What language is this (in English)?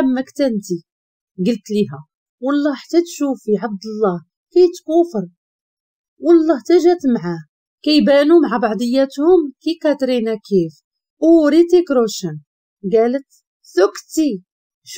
Moroccan Arabic